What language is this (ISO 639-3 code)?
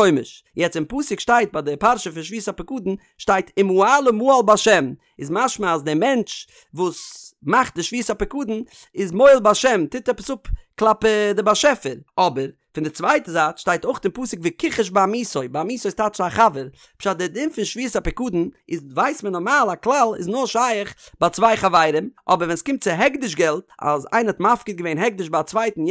yid